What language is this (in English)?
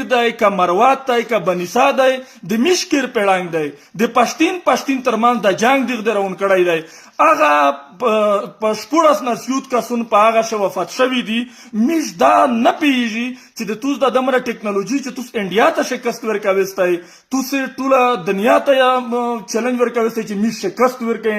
Pashto